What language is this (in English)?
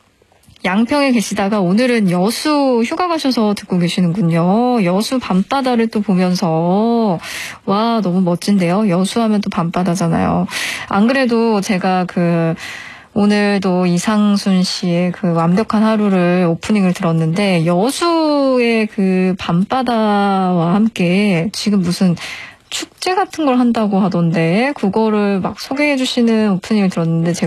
Korean